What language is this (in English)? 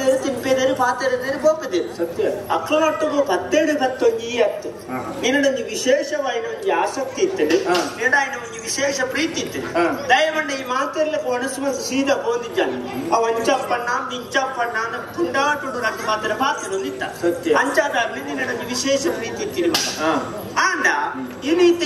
Tulu